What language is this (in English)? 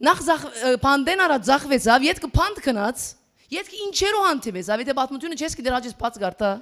Western Armenian